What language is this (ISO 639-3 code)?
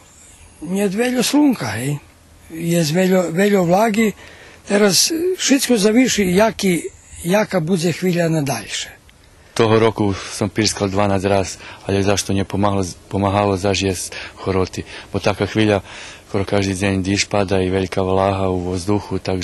rue